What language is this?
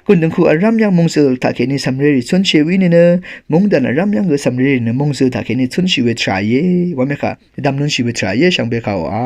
Rawang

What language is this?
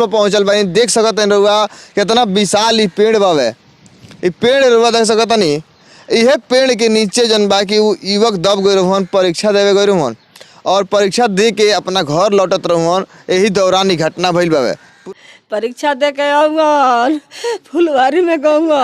Bhojpuri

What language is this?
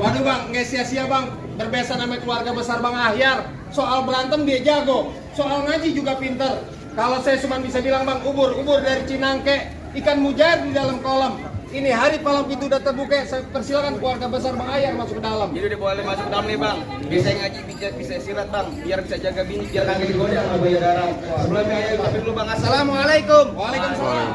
Betawi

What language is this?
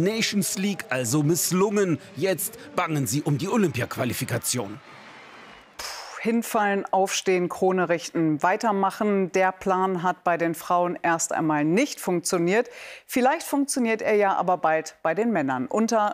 German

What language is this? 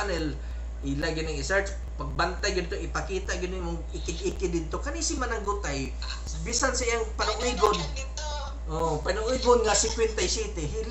Cebuano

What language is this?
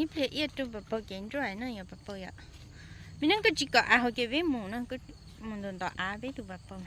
Hmong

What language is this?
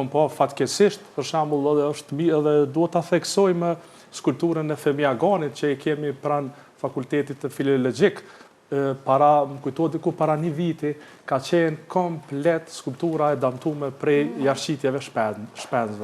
Albanian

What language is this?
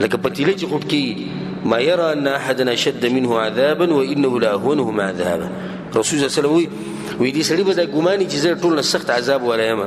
Pashto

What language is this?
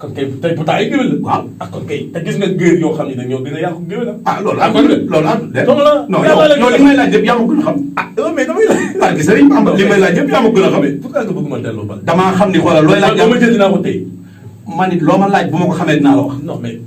Wolof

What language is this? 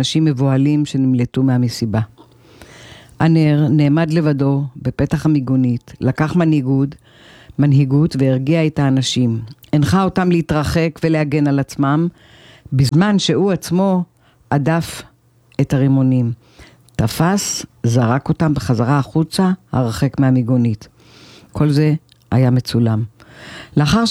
Hebrew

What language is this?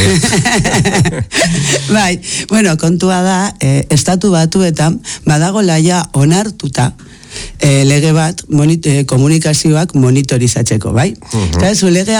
Basque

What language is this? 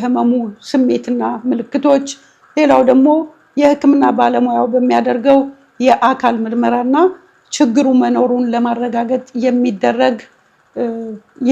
Amharic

